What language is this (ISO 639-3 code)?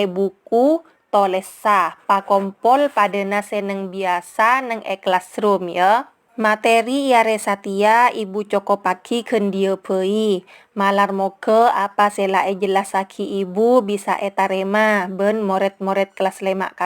mad